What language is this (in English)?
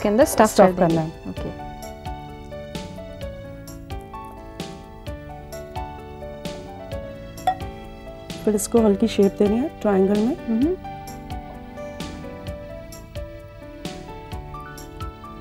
Hindi